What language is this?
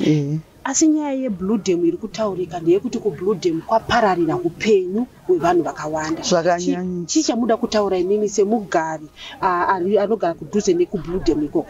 Shona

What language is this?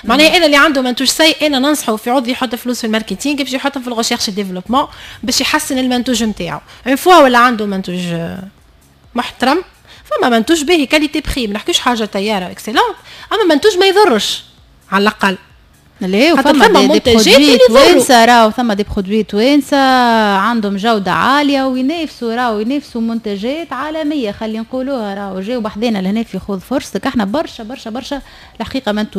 Tunisian Arabic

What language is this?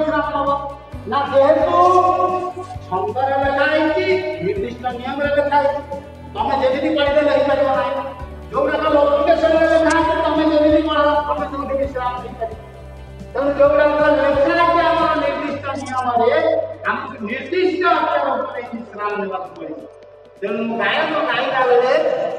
Odia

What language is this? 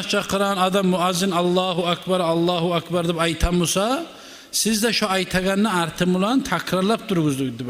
Kumyk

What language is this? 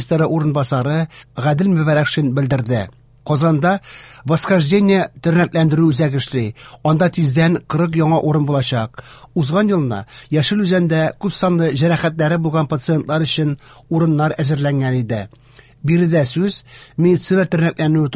Tatar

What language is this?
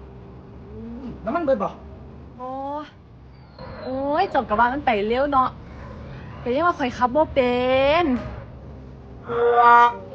Lao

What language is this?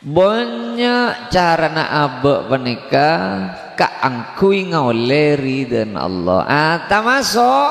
Madurese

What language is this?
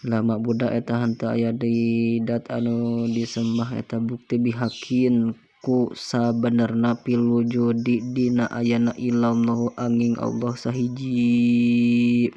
Sundanese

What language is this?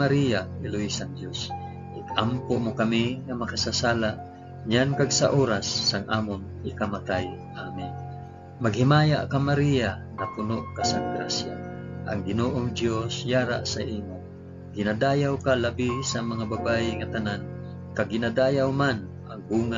Hiligaynon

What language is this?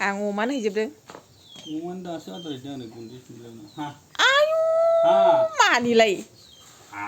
Bodo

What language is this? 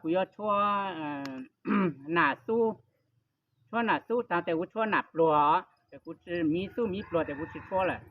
Hmong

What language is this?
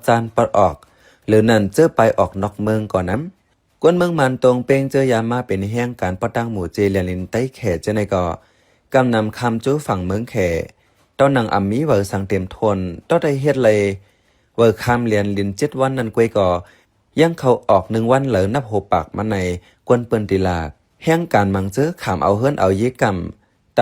Shan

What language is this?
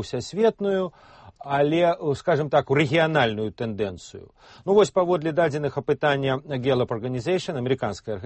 Belarusian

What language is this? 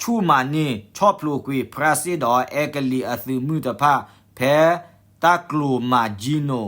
S'gaw Karen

